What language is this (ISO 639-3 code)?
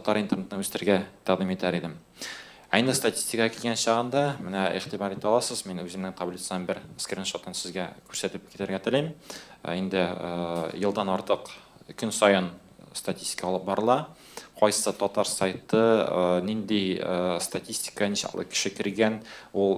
tat